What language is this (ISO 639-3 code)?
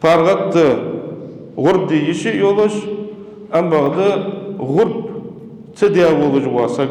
inh